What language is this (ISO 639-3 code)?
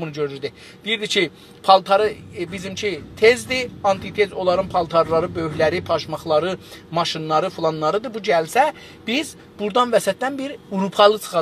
azb